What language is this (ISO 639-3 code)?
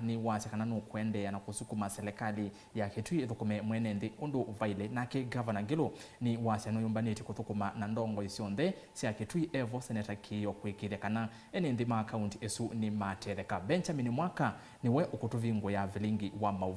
kam